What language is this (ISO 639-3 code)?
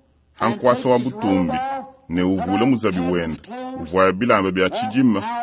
lua